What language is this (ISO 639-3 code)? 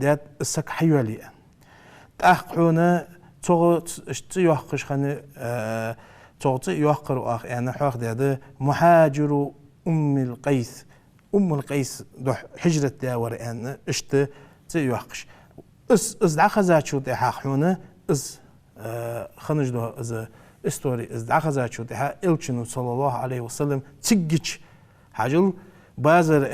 inh